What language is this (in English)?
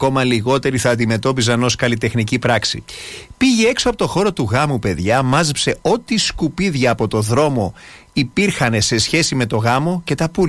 Greek